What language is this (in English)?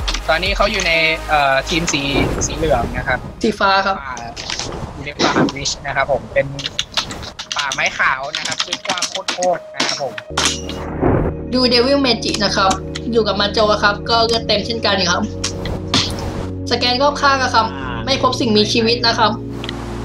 Thai